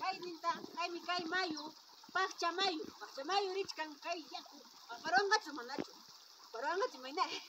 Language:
Ayacucho Quechua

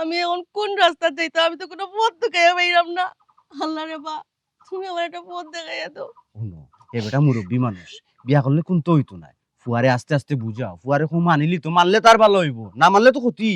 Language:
Sylheti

